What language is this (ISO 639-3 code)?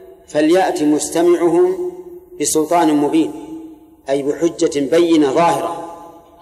ara